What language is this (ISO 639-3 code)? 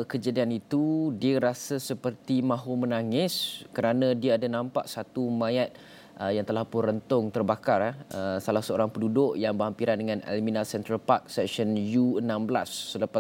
msa